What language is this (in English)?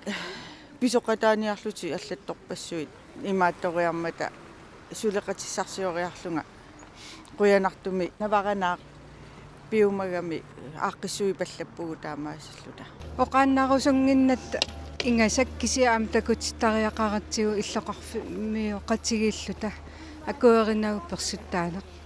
Kalaallisut